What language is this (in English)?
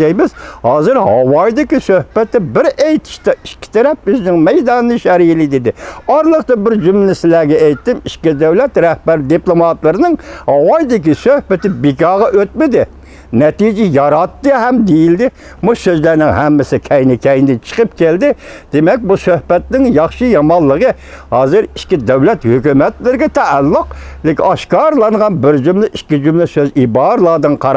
Uyghur